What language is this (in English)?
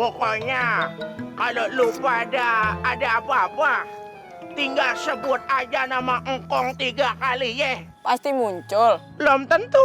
Betawi